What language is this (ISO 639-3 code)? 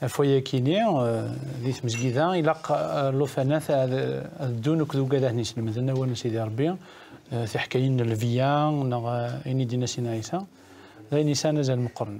kab